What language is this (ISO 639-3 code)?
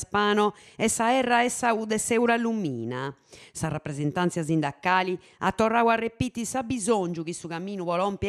srd